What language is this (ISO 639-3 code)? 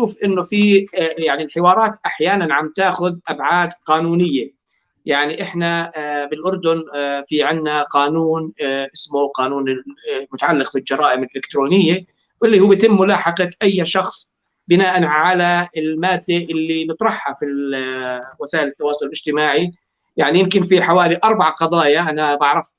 apc